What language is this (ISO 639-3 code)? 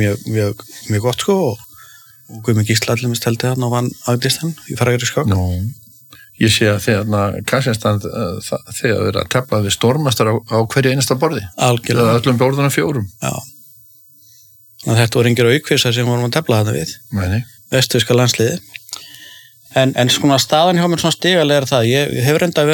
isl